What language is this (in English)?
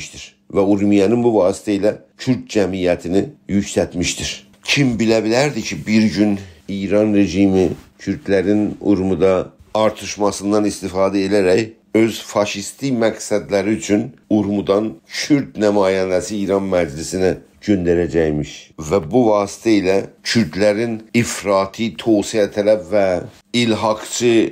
South Azerbaijani